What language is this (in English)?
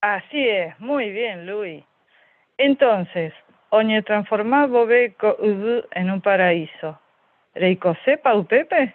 Guarani